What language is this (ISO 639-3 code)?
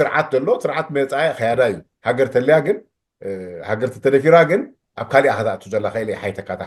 tir